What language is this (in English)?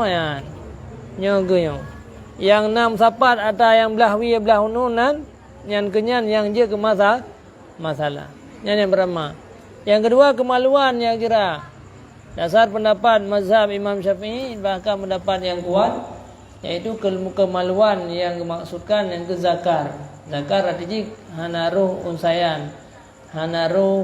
Achinese